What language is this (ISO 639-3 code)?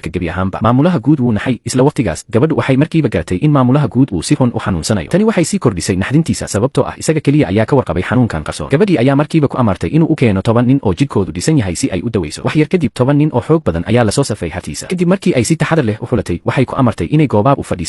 som